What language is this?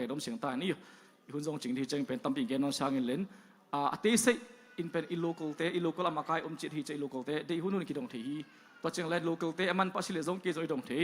Tedim Chin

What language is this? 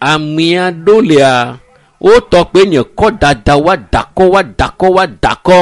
Ewe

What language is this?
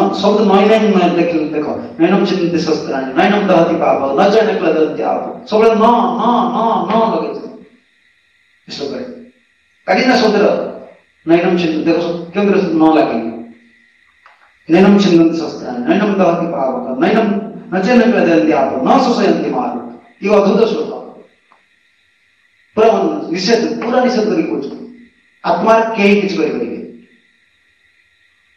Odia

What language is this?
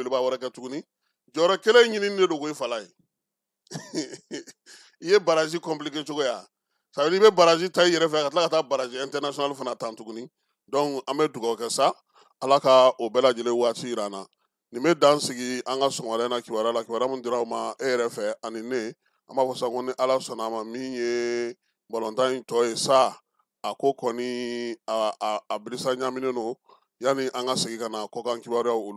Bambara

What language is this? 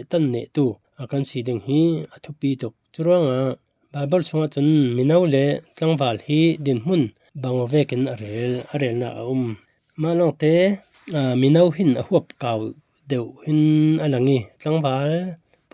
Falam Chin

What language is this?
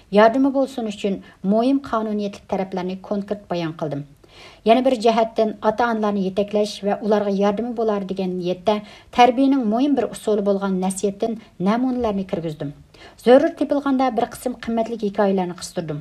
Uyghur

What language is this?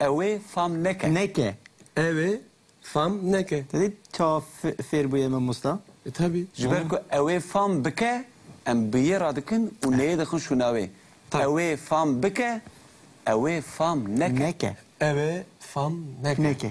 Kurdish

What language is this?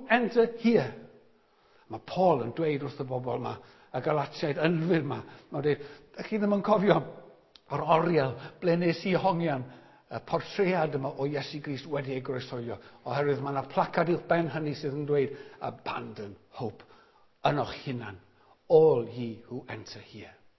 Welsh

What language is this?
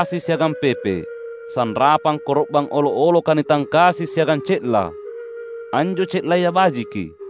Makasar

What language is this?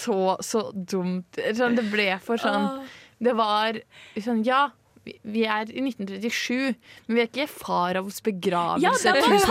Norwegian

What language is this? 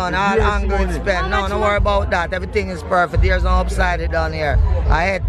Jamaican Creole English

